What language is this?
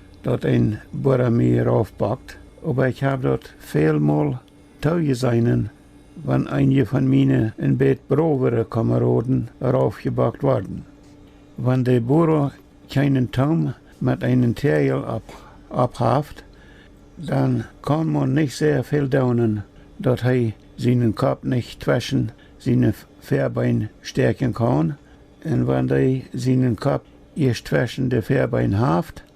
Plautdietsch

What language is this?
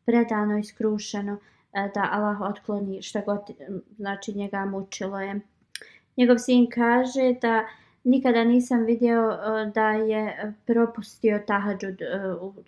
Bosnian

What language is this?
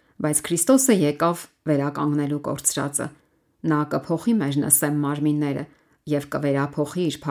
Armenian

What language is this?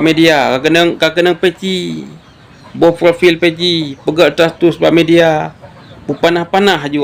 Achinese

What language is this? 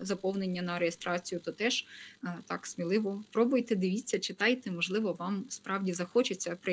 Ukrainian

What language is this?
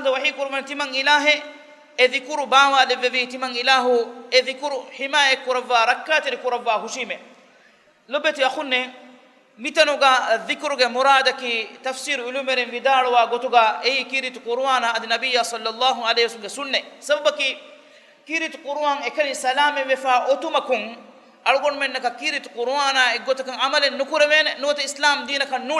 Divehi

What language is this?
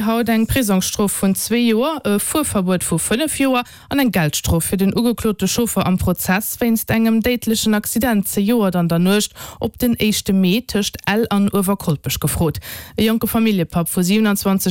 Luxembourgish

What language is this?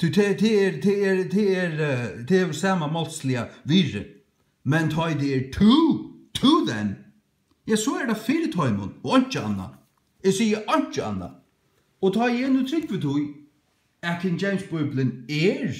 Faroese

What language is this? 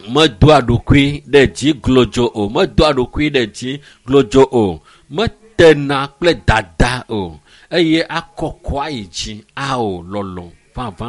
Ewe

